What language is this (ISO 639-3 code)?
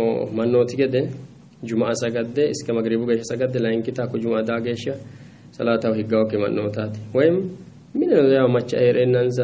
sid